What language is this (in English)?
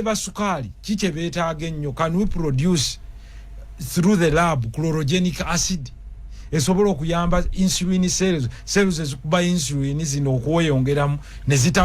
Ganda